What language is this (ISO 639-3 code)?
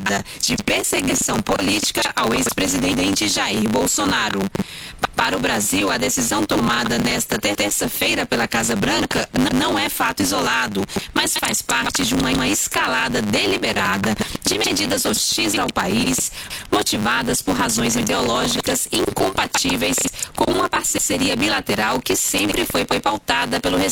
por